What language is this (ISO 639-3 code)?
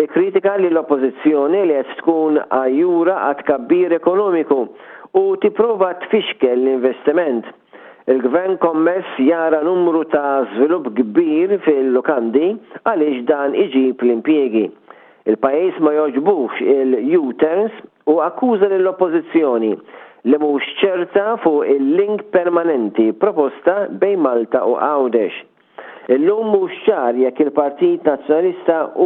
mlt